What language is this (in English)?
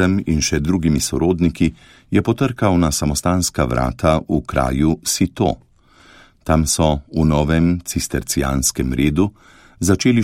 Slovenian